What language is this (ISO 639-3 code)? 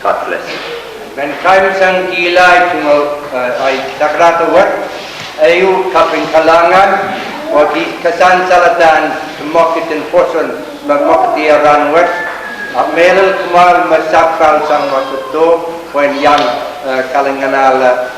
pon